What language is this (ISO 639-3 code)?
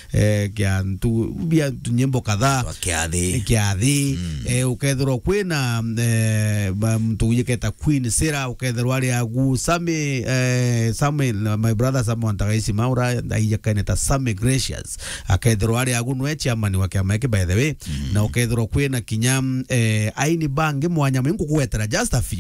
mer